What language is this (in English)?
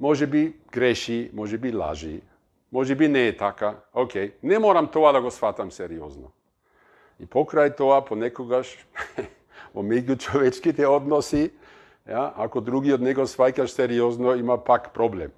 Macedonian